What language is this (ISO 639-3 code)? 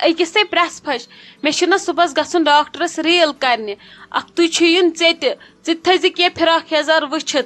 kas